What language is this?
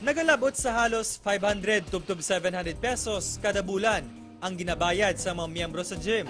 Hiligaynon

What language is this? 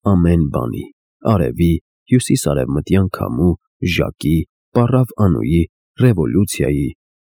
Armenian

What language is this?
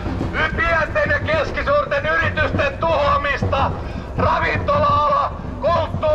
Finnish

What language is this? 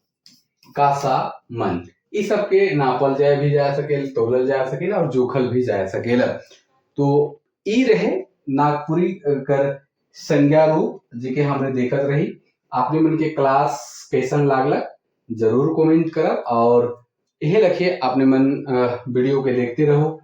Sadri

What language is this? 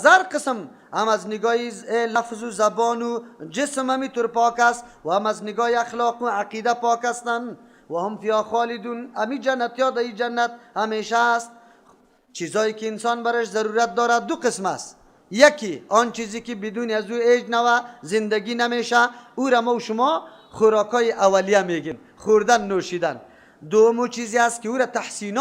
Persian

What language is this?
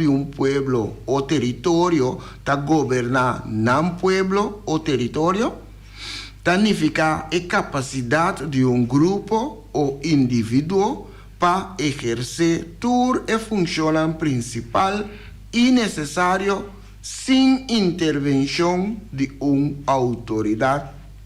Papiamento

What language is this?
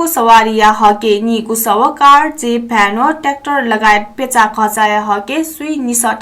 Newari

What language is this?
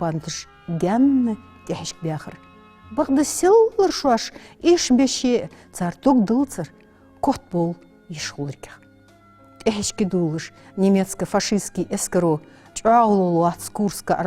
Ingush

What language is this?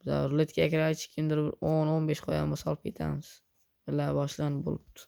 Uzbek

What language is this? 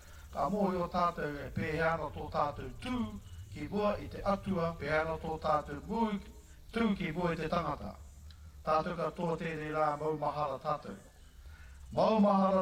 Māori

